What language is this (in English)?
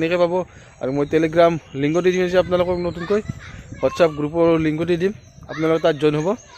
Assamese